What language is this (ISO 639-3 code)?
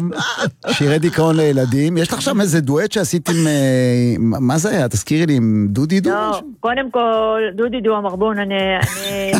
heb